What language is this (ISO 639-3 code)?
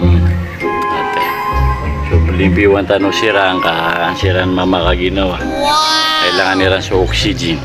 mrw